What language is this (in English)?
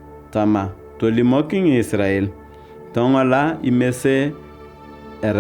Turkana